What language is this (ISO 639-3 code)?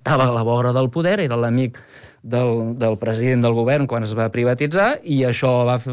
cat